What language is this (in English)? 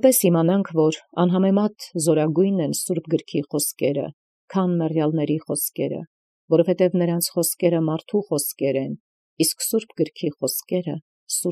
Armenian